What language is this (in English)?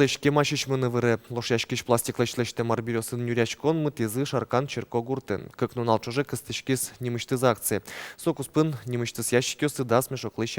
Udmurt